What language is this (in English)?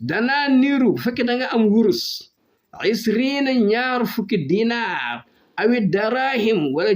Wolof